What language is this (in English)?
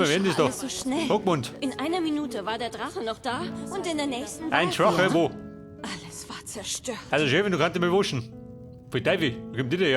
Bavarian